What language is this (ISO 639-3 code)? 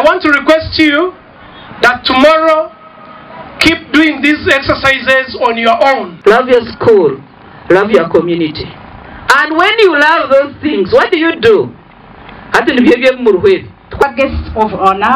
nyn